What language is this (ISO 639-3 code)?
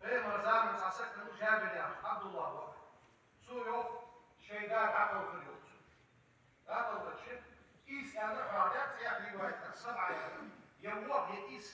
inh